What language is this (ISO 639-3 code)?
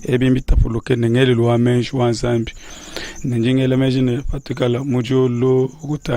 lua